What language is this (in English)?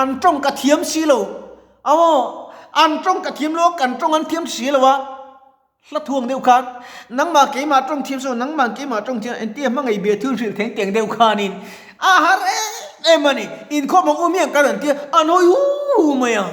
Mizo